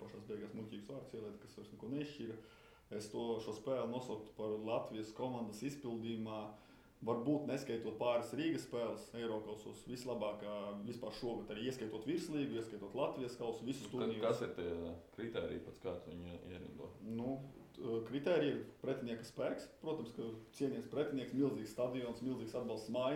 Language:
Latvian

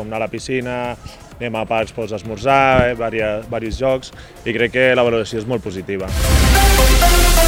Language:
Catalan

